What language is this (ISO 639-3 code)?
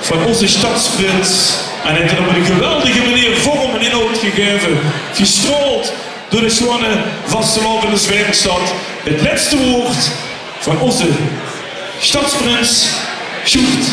lim